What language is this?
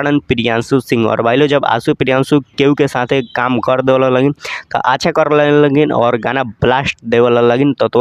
Bhojpuri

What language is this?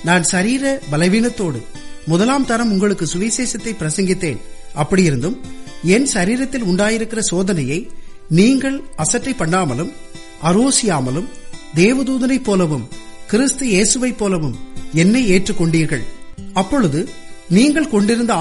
Tamil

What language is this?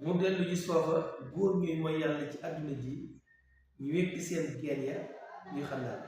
Wolof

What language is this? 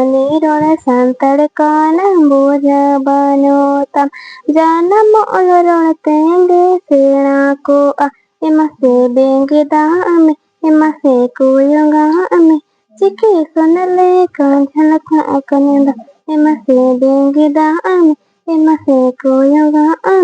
Santali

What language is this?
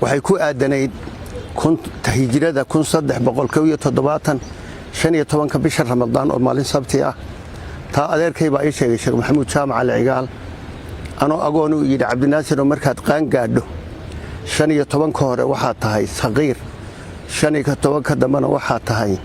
Somali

